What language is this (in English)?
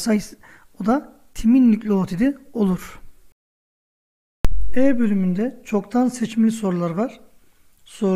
Turkish